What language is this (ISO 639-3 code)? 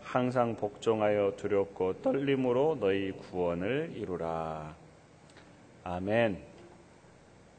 kor